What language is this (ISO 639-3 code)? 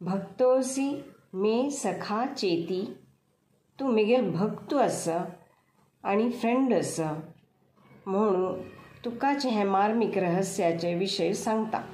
kok